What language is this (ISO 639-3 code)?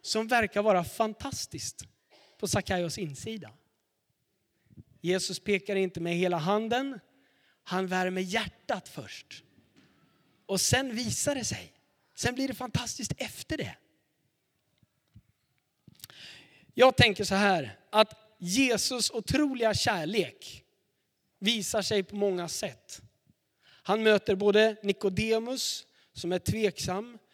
swe